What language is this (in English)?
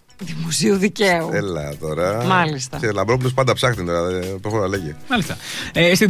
Greek